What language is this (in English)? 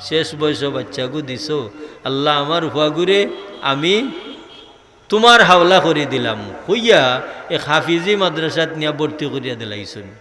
Sylheti